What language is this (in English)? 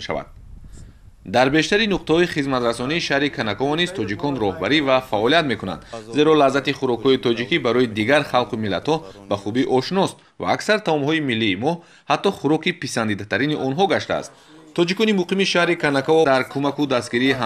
Tajik